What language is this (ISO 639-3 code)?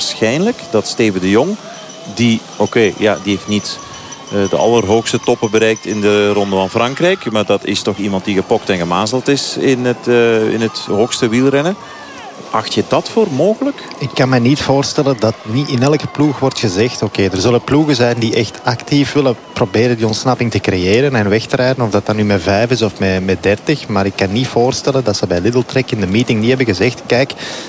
nld